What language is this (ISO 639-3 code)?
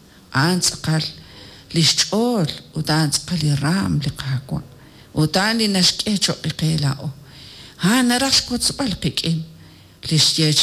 kek